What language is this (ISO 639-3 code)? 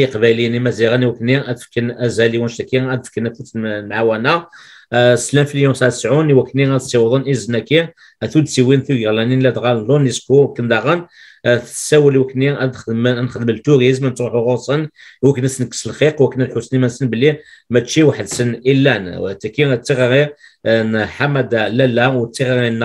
kab